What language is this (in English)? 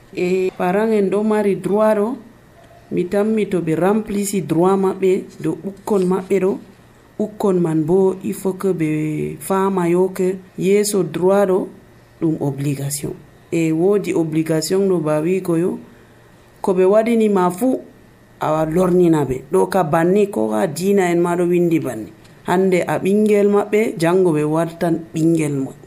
Nigerian Fulfulde